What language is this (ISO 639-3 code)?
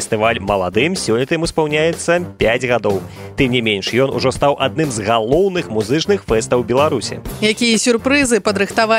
bel